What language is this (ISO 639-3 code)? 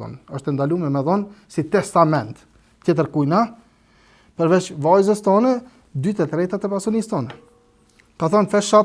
sqi